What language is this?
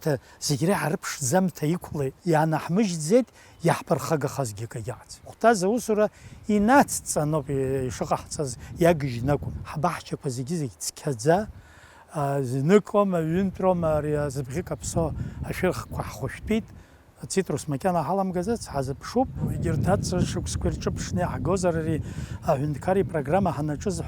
Abkhazian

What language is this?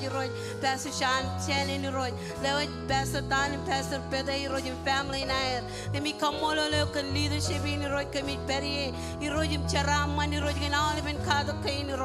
Marshallese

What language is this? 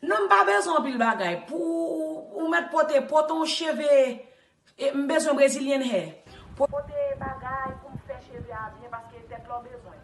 Haitian Creole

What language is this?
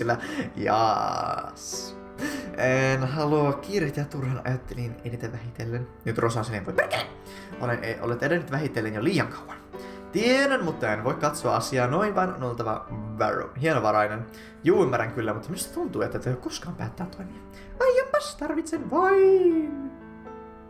Finnish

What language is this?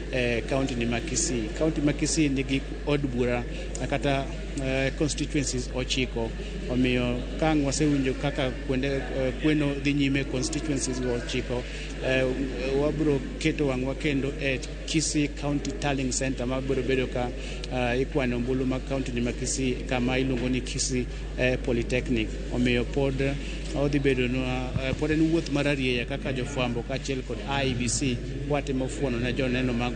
Luo (Kenya and Tanzania)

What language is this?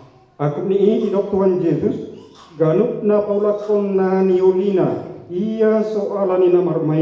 Batak Toba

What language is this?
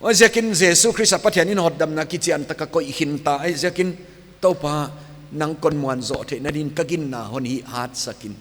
Paite Chin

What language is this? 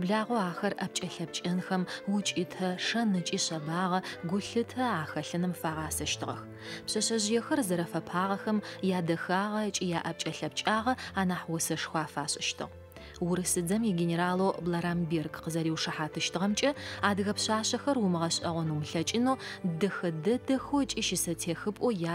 Adyghe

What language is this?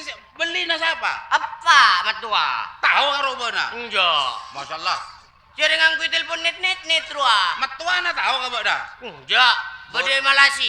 Madurese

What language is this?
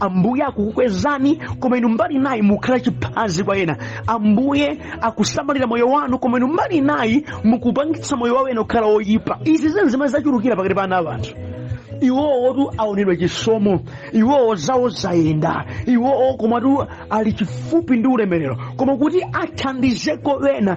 Nyanja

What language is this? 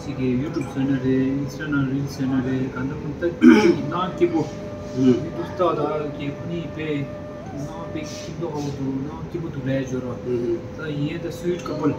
Tibetan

